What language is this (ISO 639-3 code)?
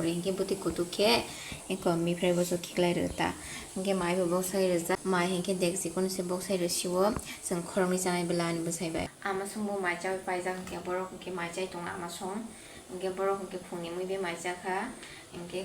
trp